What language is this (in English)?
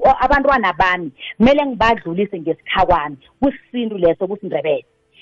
South Ndebele